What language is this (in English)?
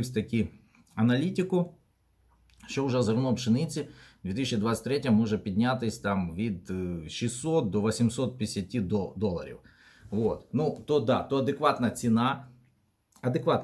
Ukrainian